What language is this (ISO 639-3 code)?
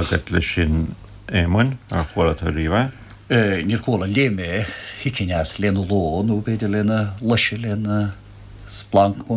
gle